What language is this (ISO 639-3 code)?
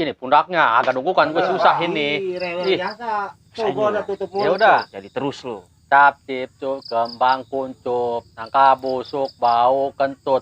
bew